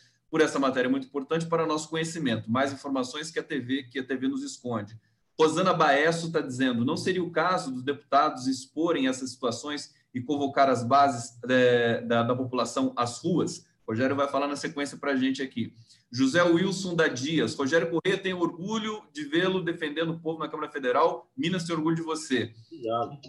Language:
Portuguese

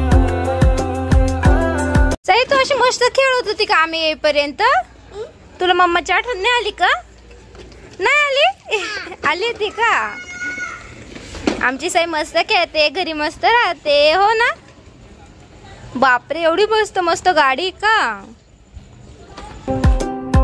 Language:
Marathi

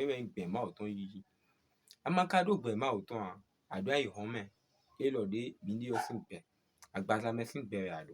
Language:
Fon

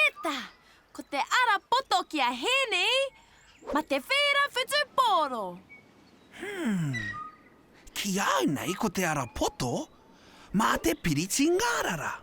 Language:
Māori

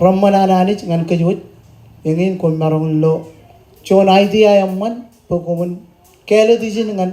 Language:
Marshallese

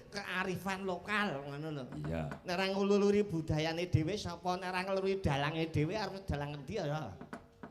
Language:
Javanese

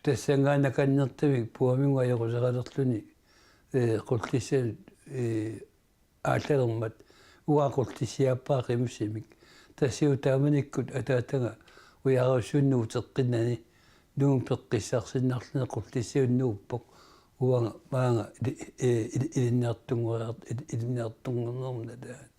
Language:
Kalaallisut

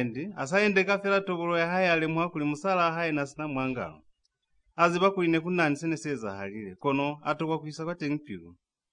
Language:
Lozi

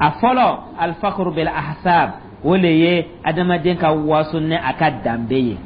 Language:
Dyula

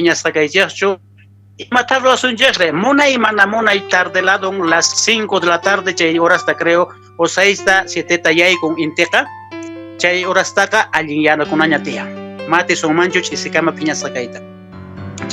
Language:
Quechua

